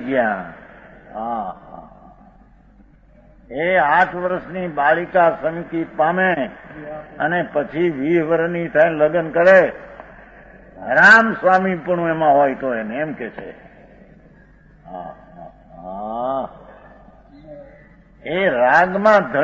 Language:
Gujarati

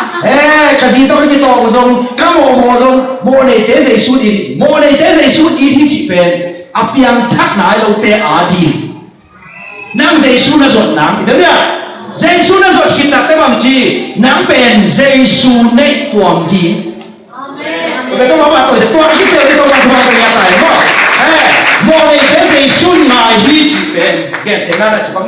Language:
Tedim Chin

